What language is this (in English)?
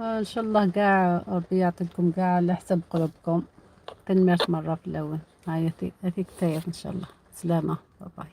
Algerian Arabic